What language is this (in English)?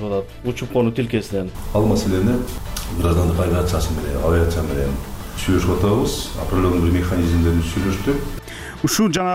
Kyrgyz